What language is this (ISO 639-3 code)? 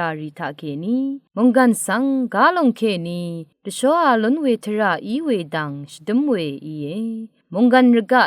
raw